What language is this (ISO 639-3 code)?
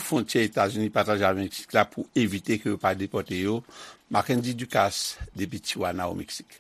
hat